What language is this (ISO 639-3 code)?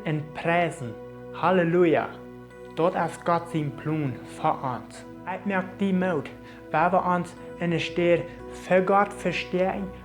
pdt